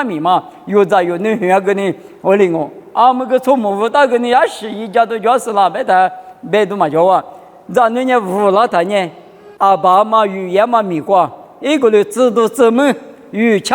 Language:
Lisu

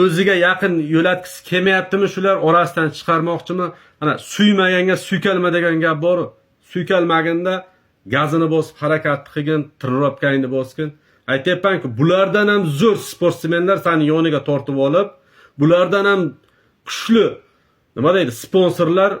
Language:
Uzbek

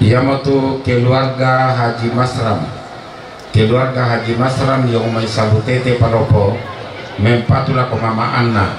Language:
Toraja-Sa'dan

